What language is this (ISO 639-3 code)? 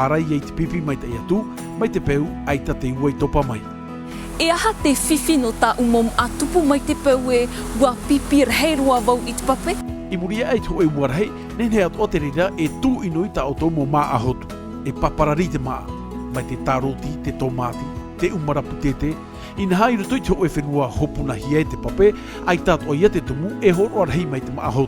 tah